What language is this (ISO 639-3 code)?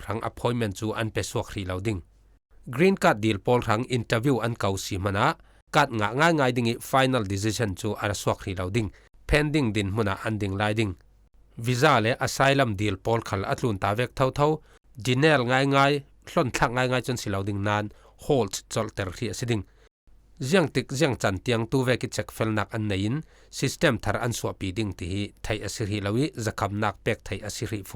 cfm